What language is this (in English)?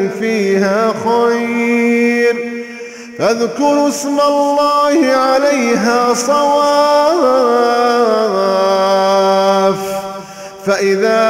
Arabic